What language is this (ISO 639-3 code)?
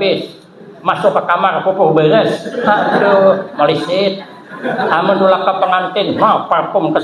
bjn